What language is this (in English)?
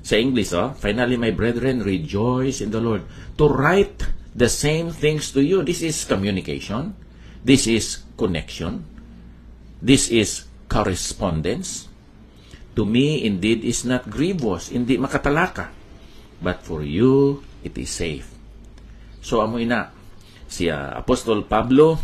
Hiligaynon